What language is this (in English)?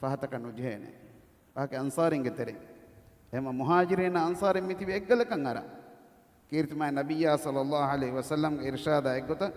Divehi